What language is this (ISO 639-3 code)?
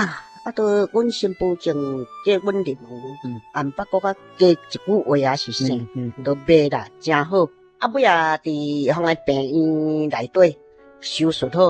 nan